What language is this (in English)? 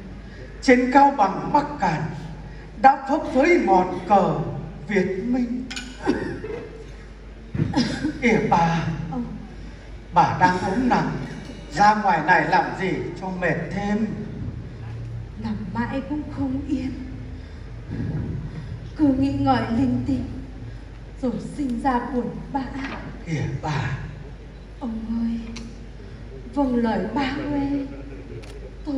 Vietnamese